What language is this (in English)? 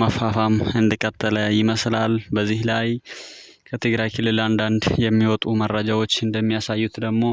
Amharic